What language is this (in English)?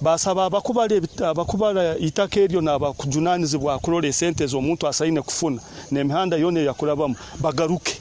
Nyoro